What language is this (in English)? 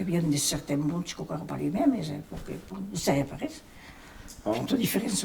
Occitan